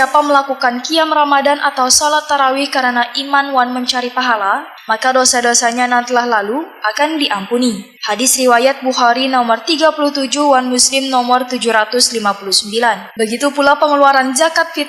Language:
Banjar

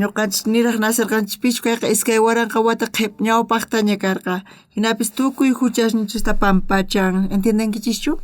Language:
South Bolivian Quechua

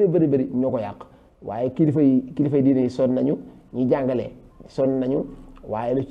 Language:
Wolof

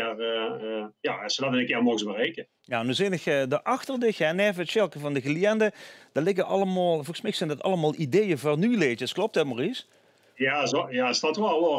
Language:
Limburgish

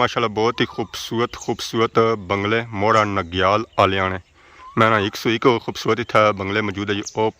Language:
Pahari-Potwari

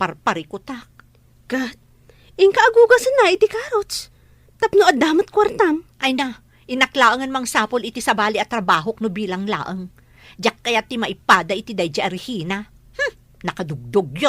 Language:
Iloko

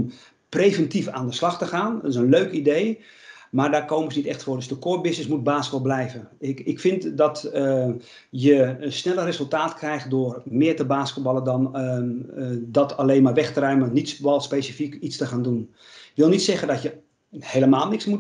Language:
Dutch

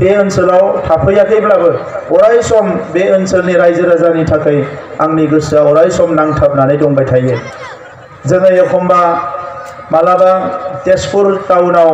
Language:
Bodo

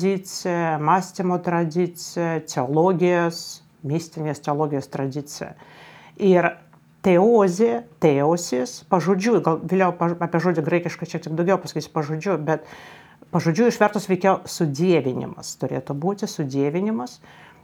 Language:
Lithuanian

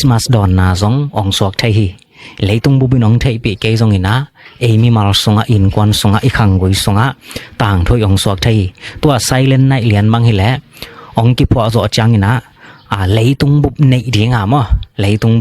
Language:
Tedim Chin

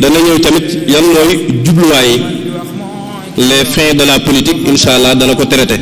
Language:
Wolof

